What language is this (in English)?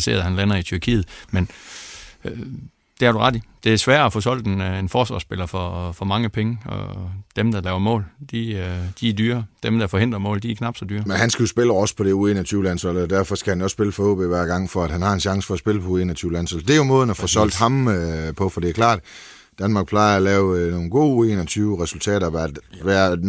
Danish